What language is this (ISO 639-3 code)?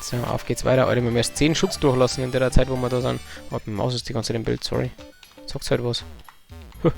bar